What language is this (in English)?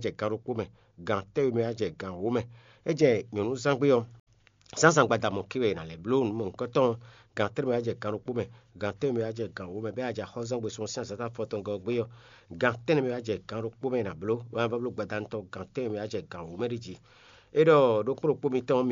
Fon